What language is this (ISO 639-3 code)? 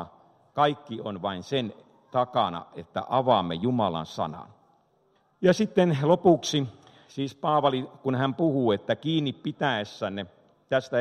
fin